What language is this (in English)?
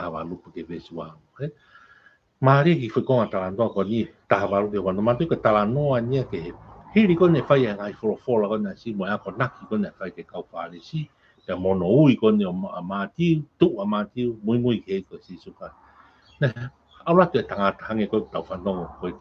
Tongan